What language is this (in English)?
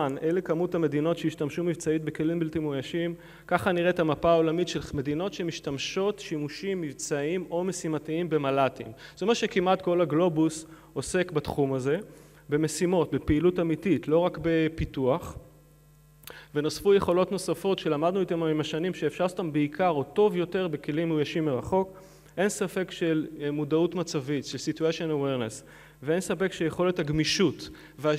Hebrew